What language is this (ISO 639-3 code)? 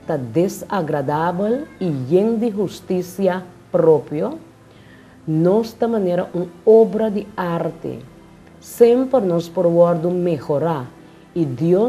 pap